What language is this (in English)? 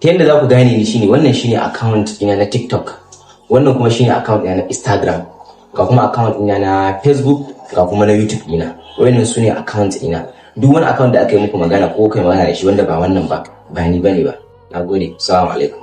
Hausa